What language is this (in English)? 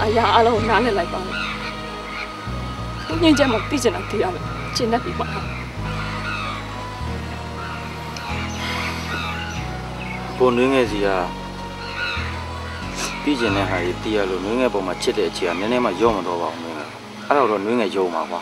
Burmese